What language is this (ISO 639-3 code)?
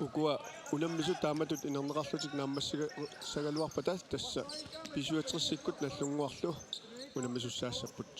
kal